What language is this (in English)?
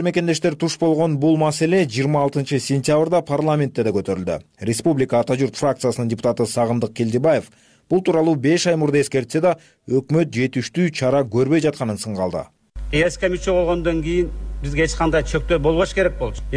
Kyrgyz